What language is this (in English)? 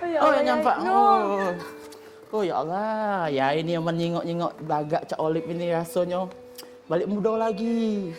Musi